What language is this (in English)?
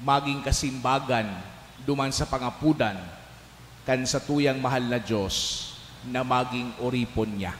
Bikol